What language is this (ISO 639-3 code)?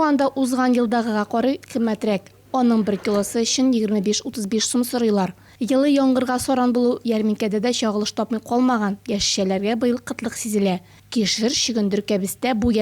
tat